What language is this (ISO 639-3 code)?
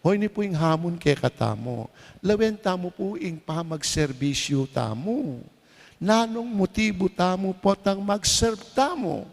pam